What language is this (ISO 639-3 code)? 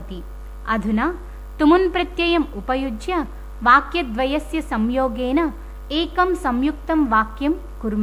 san